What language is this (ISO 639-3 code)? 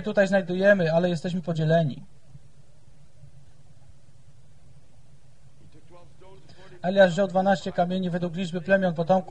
pol